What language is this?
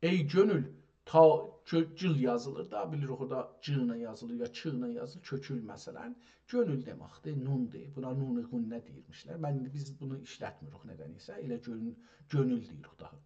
South Azerbaijani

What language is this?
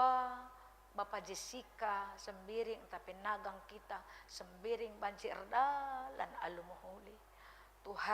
Batak Karo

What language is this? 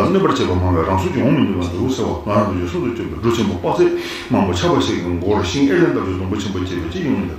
Tibetan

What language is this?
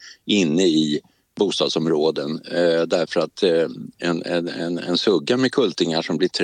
Swedish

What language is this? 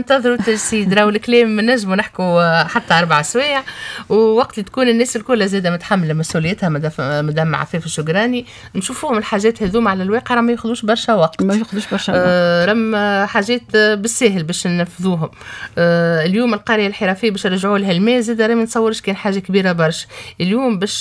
Tunisian Arabic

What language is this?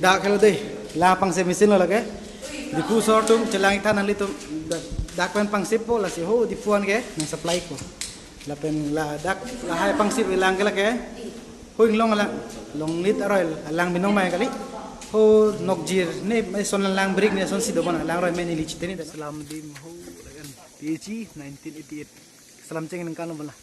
Karbi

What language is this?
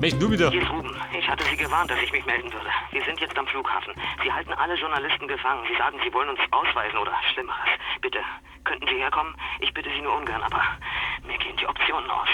Bavarian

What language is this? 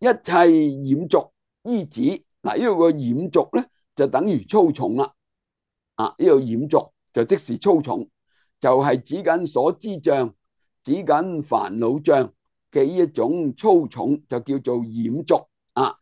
Cantonese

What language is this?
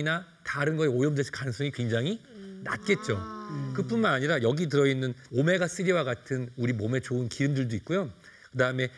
Korean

